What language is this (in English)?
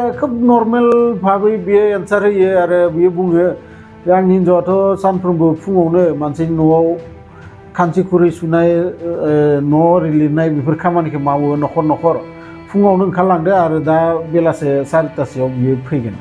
Bodo